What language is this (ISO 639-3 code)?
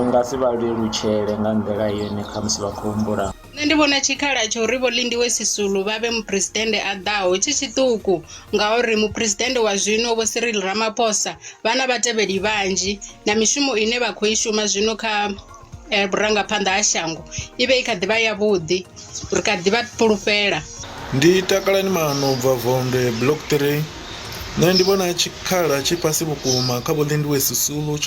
ven